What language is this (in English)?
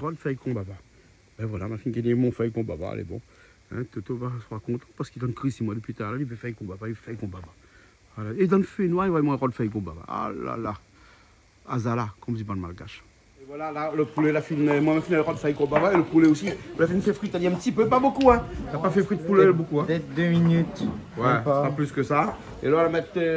Réunion Creole French